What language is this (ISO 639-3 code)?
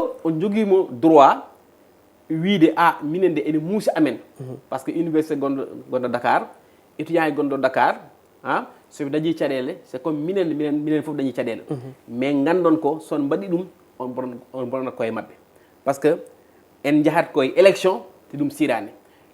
ful